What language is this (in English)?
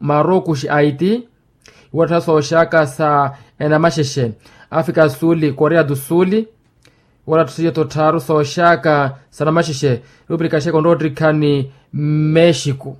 Makhuwa